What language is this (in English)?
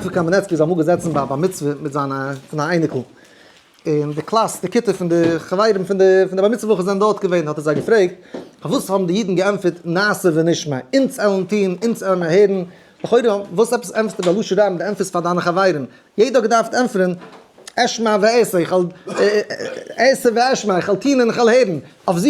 Yiddish